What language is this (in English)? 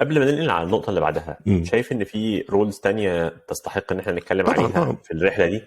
Egyptian Arabic